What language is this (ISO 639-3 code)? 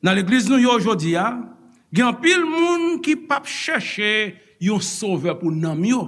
hat